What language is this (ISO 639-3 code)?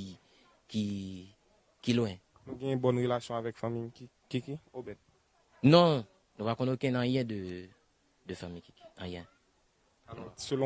hat